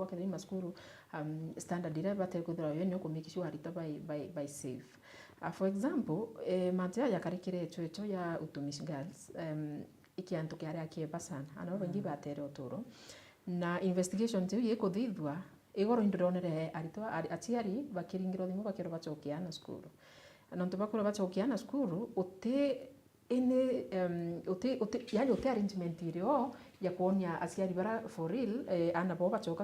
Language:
Meru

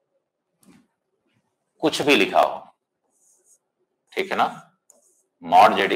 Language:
Hindi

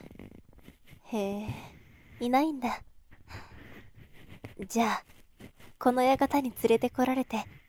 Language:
Japanese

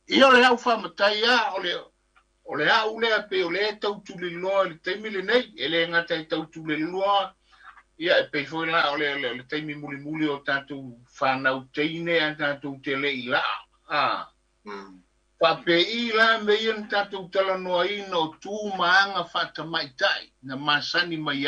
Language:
Samoan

